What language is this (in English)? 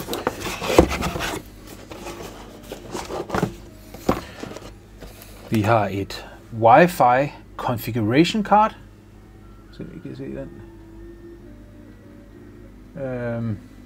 Danish